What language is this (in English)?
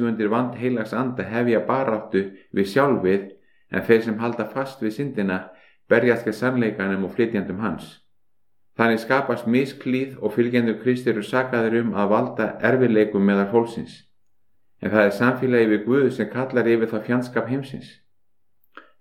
Icelandic